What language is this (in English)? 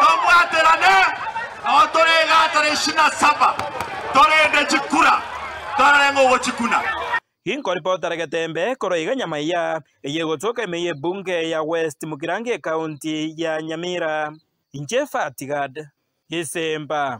Gusii